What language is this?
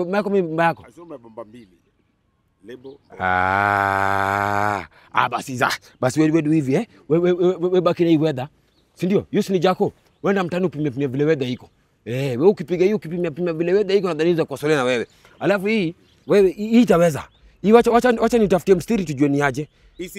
Swahili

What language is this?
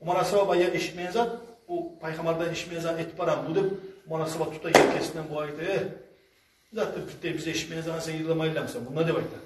Kumyk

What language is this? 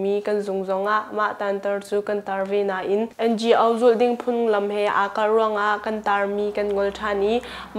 Hakha Chin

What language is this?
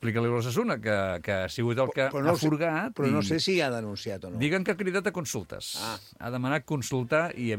Catalan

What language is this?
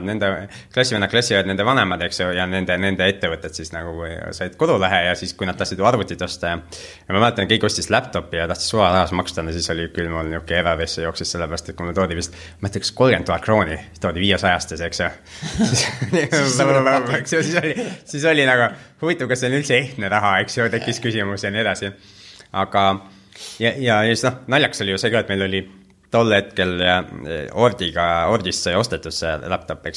Estonian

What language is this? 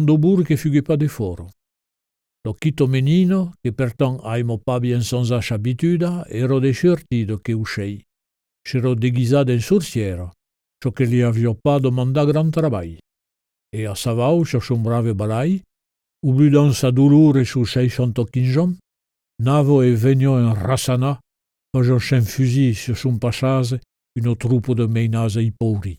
Occitan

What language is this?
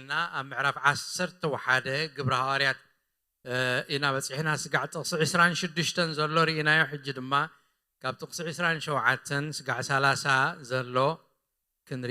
Tigrinya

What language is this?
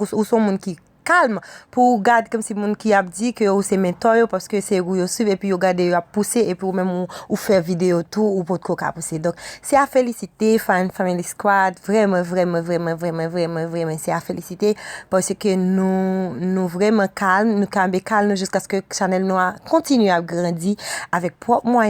Haitian Creole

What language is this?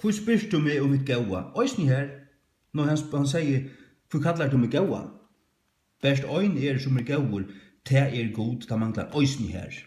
Faroese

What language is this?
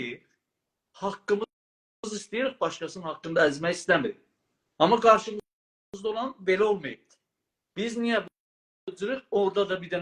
South Azerbaijani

